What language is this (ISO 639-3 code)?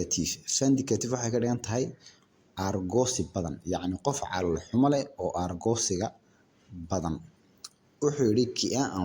som